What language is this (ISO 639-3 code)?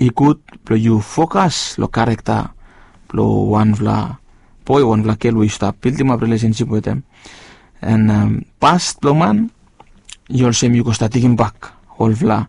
bis